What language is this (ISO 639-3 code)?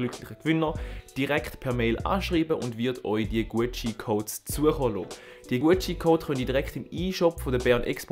gsw